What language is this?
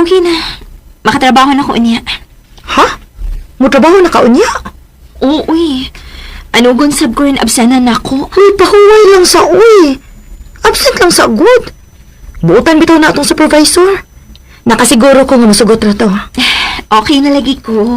Cebuano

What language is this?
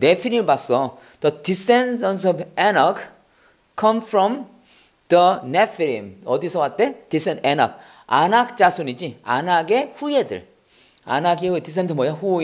Korean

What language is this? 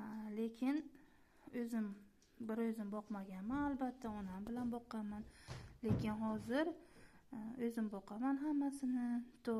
Uzbek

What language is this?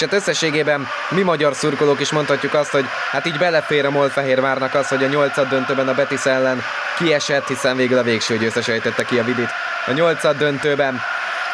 Hungarian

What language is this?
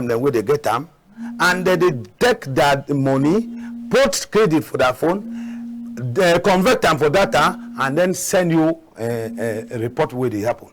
Cameroon Pidgin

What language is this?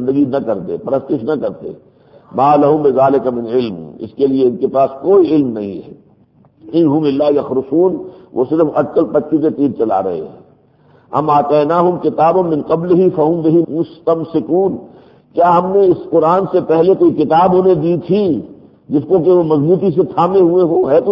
Urdu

